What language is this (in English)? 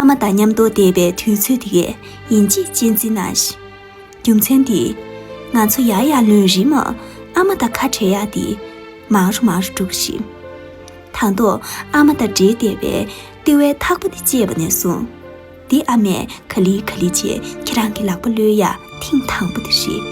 Tibetan